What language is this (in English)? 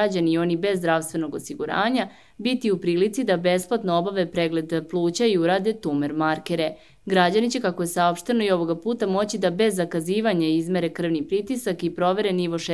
Serbian